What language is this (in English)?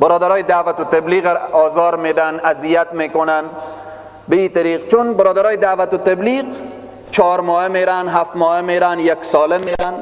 Persian